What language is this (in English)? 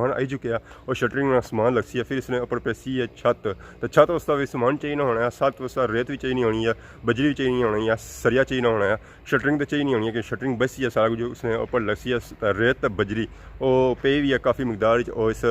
Pahari-Potwari